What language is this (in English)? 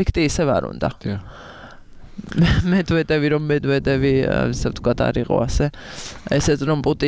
Georgian